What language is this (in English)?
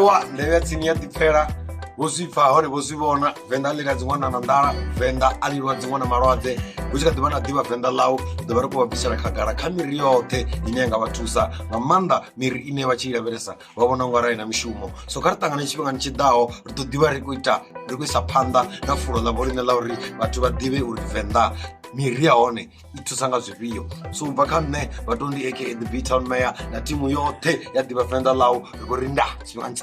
Venda